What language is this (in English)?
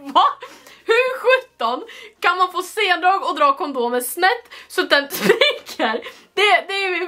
Swedish